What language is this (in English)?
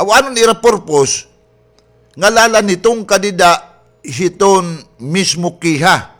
Waray